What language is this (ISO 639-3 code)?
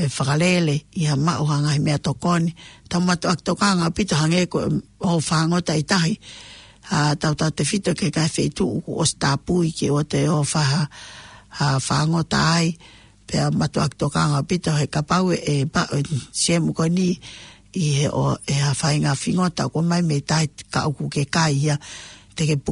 ton